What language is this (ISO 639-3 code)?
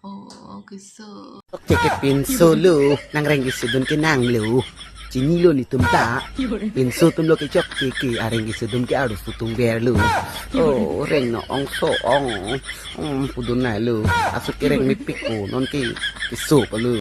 mjw